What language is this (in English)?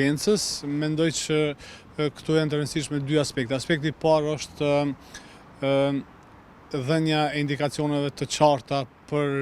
Albanian